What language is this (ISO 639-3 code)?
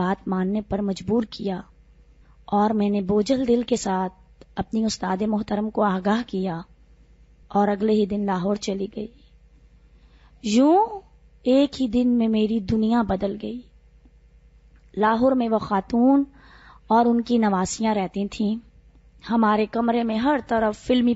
urd